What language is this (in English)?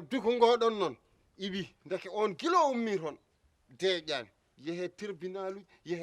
Fula